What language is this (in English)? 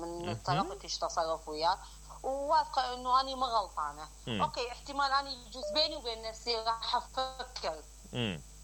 Mesopotamian Arabic